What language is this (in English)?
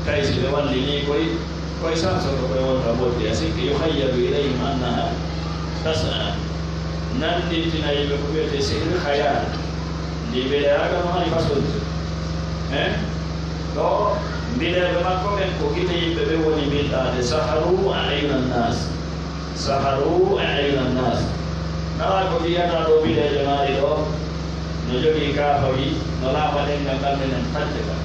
Pular